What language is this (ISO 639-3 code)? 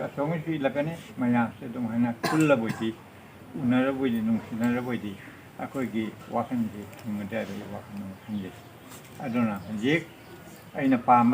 mni